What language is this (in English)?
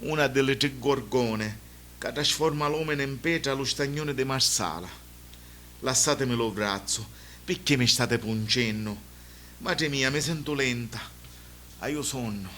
Sicilian